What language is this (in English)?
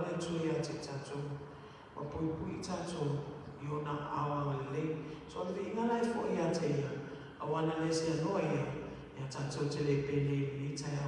Samoan